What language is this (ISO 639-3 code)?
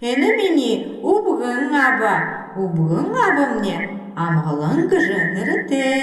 bua